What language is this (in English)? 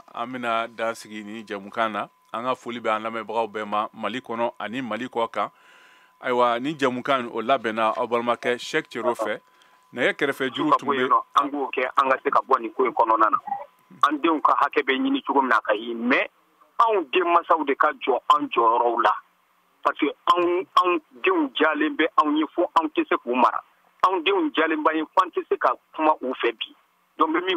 Bambara